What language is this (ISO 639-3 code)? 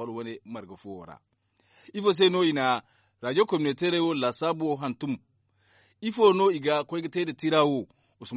dje